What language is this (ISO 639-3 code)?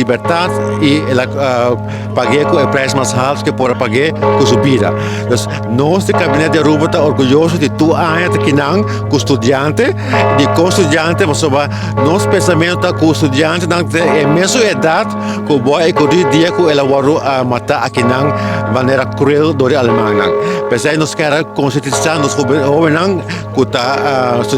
pap